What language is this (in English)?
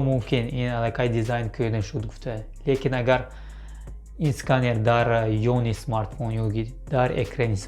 Tajik